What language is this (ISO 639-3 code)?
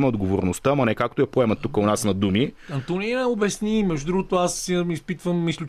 bul